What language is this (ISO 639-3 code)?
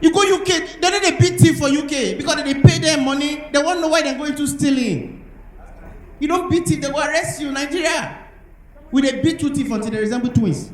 pcm